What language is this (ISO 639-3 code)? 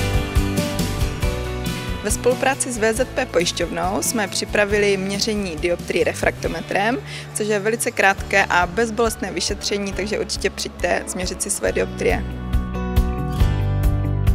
ces